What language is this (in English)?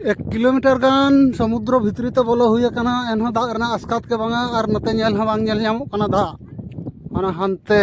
Santali